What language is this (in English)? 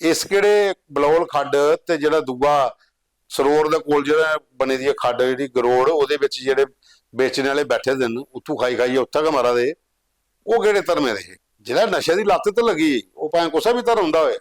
Dogri